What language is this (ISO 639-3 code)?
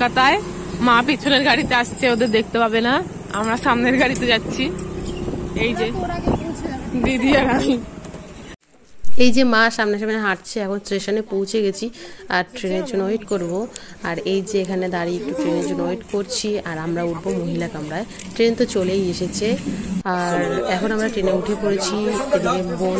ben